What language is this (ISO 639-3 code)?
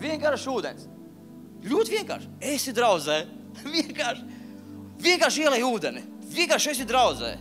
lav